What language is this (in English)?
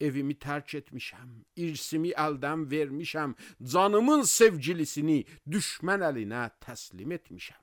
Azerbaijani